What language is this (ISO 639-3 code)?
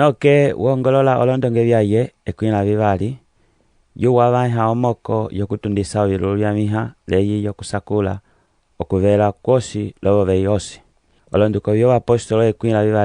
umb